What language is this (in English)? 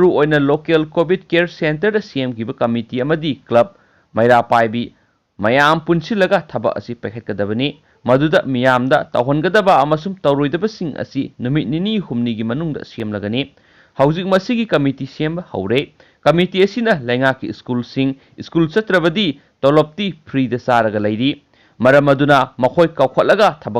Manipuri